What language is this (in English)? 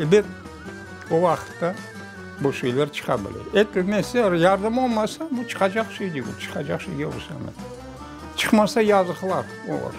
Crimean Tatar